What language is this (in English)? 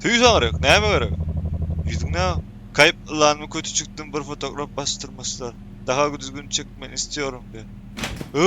Turkmen